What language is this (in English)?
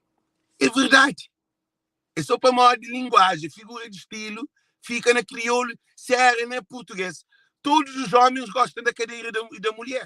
Kabuverdianu